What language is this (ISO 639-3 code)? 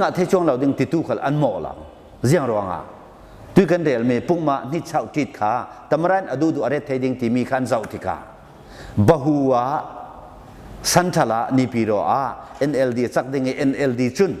cfm